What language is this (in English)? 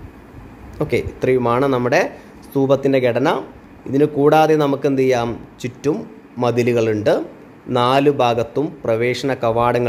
Malayalam